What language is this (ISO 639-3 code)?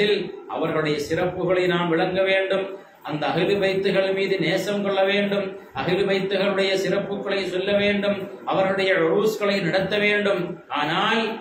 tam